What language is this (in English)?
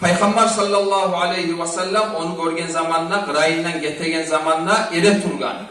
Kumyk